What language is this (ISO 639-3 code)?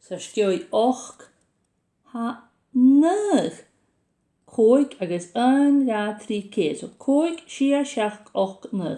gla